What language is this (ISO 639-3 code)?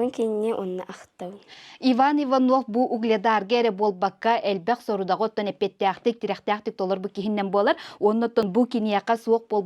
sah